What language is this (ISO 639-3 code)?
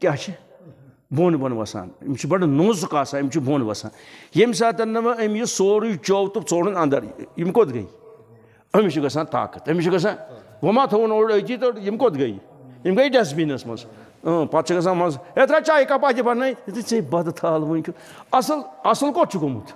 kas